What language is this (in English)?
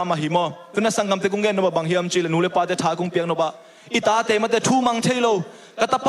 Tedim Chin